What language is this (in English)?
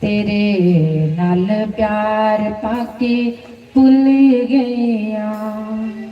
Dogri